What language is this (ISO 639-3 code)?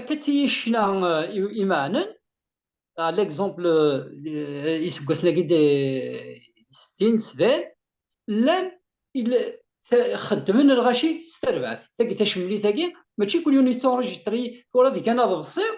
kab